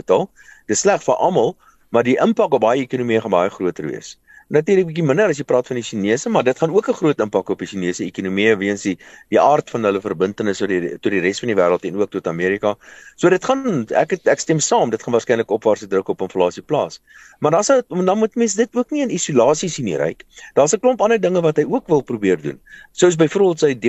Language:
Afrikaans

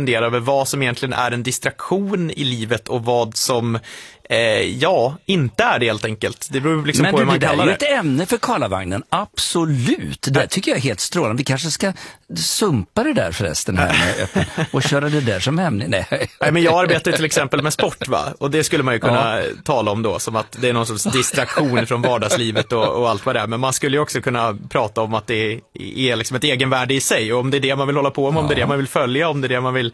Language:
Swedish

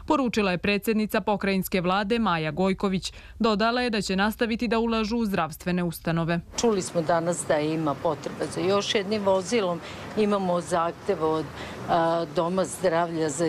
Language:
Serbian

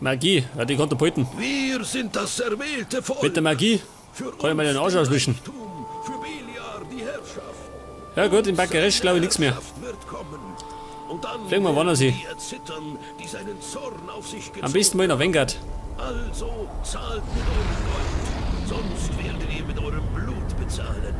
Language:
Bavarian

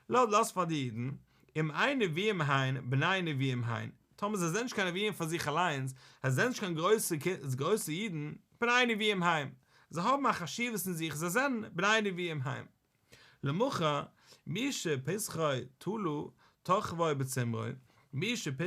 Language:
Yiddish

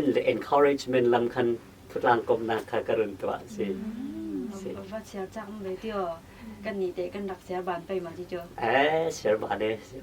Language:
Falam Chin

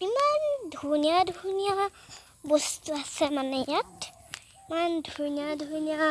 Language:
Assamese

